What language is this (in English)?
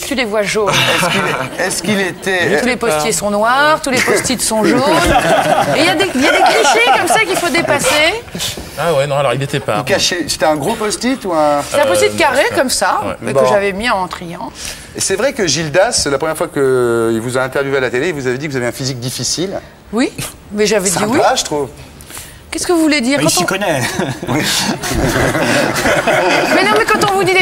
French